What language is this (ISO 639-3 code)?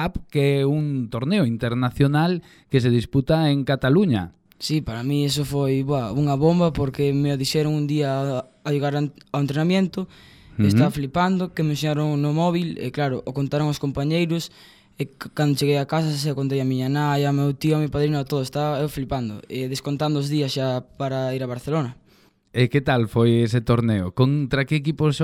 glg